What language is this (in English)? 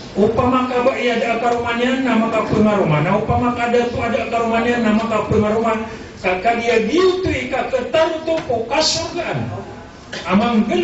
Maranao